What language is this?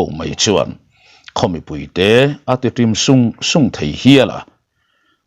Mizo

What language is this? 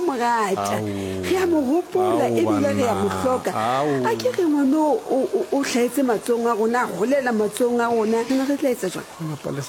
Southern Sotho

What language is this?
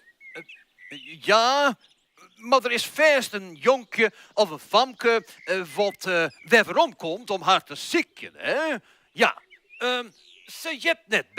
Western Frisian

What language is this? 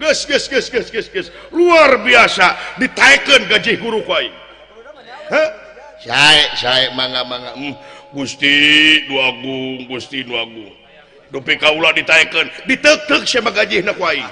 Sundanese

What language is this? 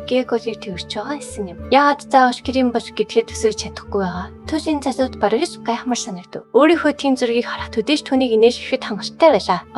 Mongolian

